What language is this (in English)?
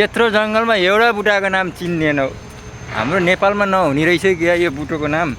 Nepali